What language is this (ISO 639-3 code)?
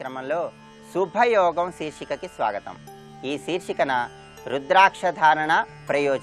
tel